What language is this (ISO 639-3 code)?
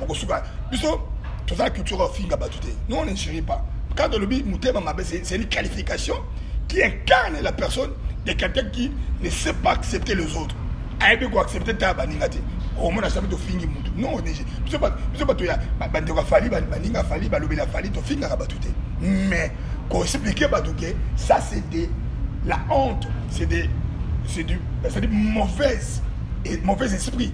lin